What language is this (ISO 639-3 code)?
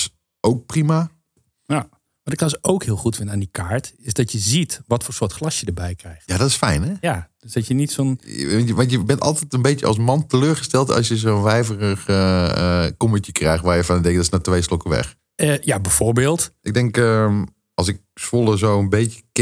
nld